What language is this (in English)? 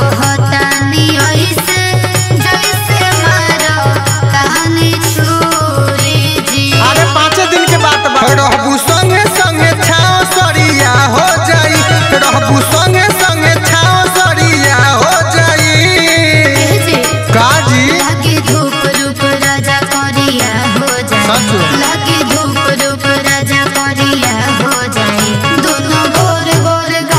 Bhojpuri